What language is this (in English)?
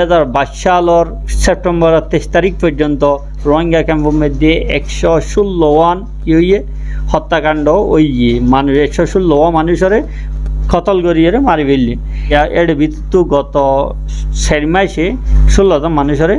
Rohingya